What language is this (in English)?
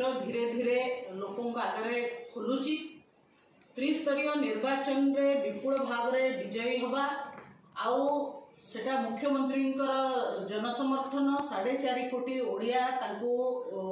Odia